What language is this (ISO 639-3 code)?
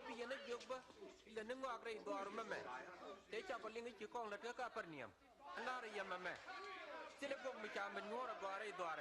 nus